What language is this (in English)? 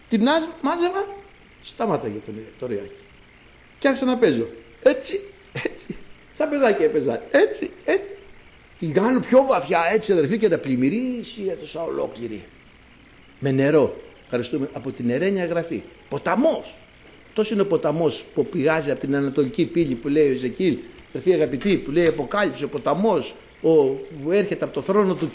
Greek